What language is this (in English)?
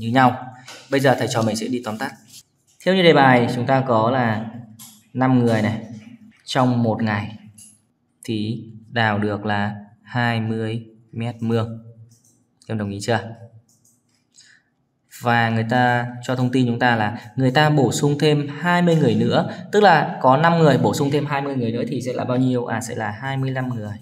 Vietnamese